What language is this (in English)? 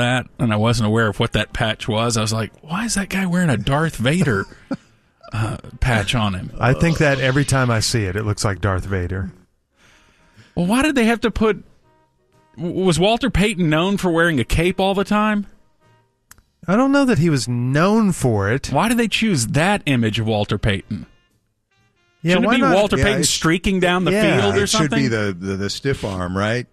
English